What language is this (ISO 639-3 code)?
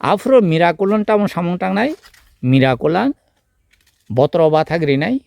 trp